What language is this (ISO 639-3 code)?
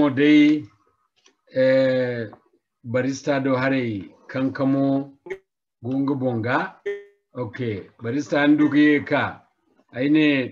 dje